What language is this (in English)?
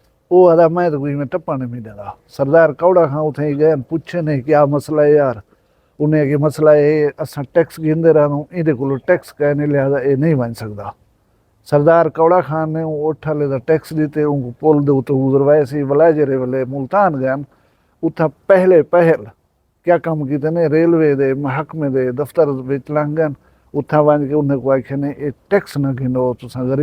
Saraiki